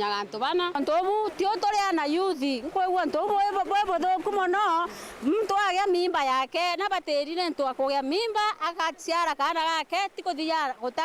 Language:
Meru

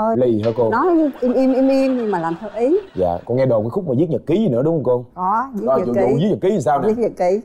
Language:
Vietnamese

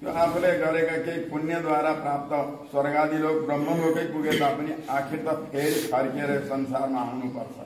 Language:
Nepali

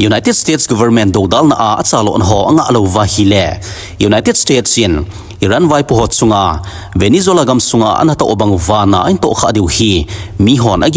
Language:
Thado Chin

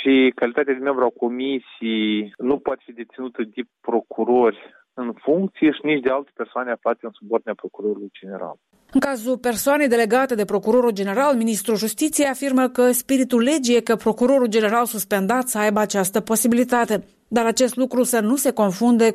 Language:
Romanian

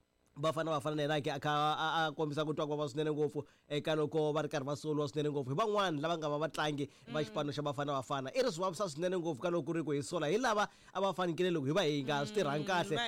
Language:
Tsonga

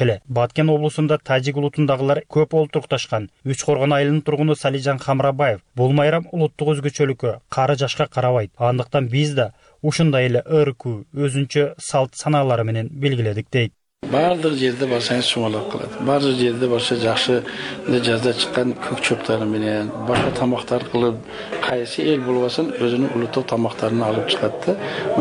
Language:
Kyrgyz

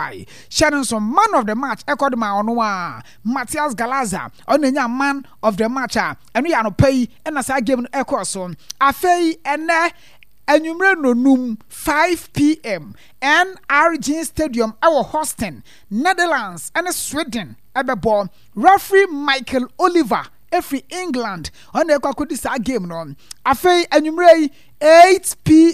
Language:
Akan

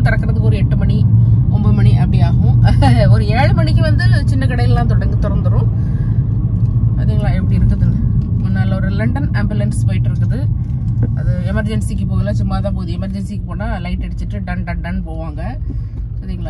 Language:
Tamil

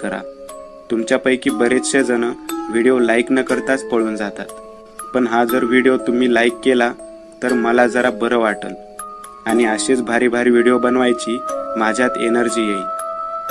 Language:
Marathi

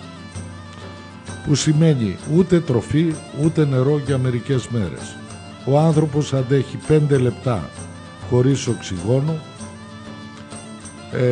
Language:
Greek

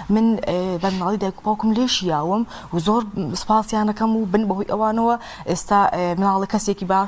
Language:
Central Kurdish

